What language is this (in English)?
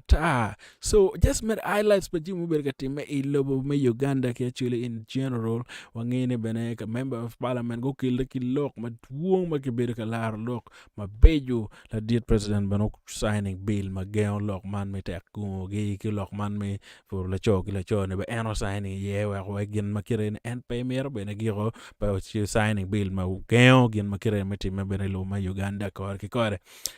Acoli